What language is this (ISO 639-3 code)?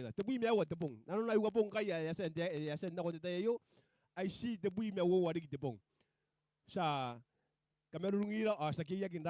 gil